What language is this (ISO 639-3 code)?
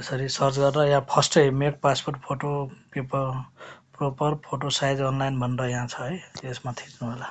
nep